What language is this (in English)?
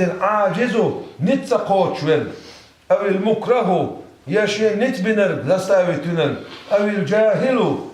Chechen